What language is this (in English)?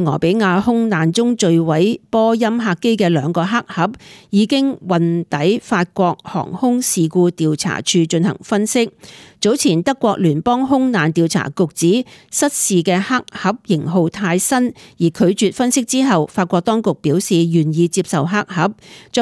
Cantonese